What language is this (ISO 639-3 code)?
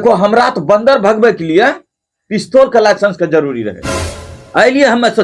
anp